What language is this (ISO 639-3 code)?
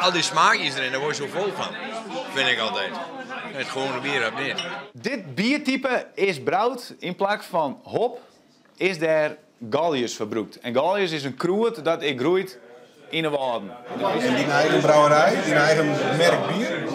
fry